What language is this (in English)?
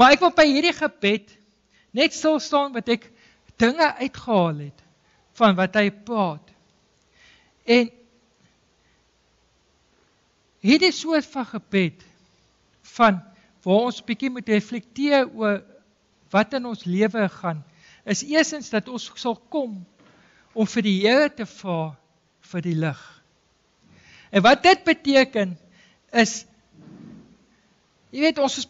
Afrikaans